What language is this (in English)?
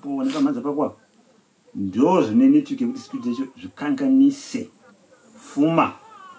Shona